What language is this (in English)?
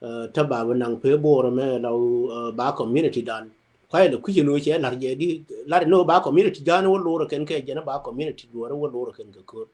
Nuer